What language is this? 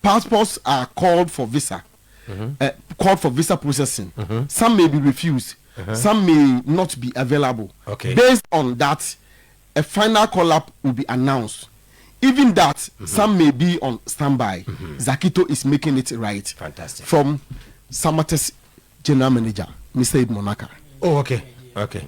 Akan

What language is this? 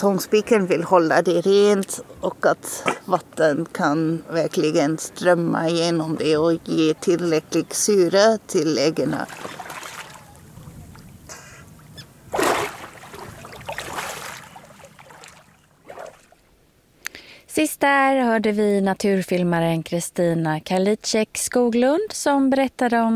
Swedish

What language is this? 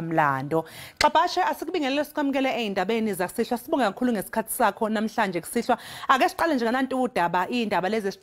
Zulu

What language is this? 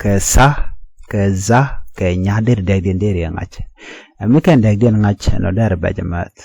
Nuer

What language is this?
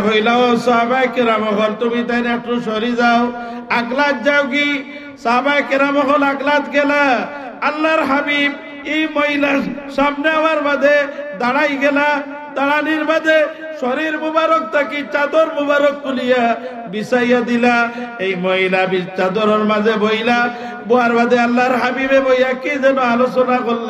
Sylheti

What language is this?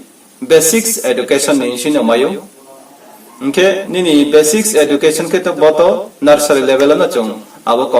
Riang (India)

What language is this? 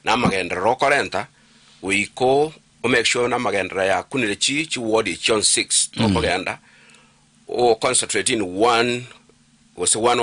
Gusii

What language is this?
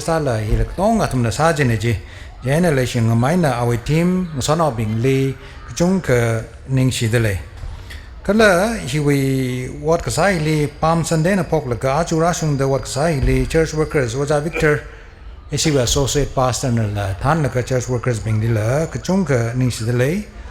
Tangkhul Naga (India)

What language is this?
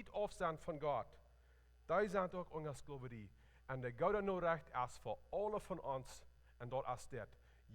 Plautdietsch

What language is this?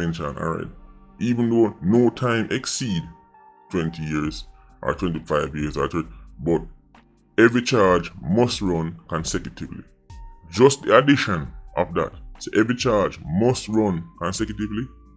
Jamaican Creole English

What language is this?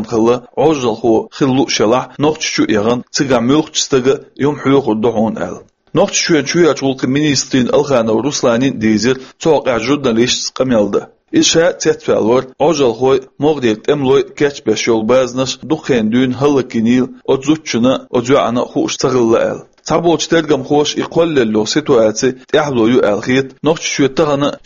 Chechen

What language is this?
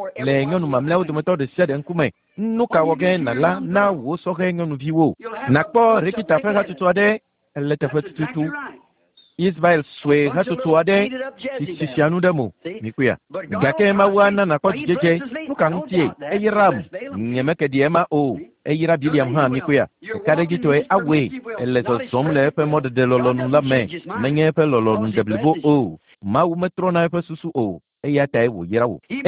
Ewe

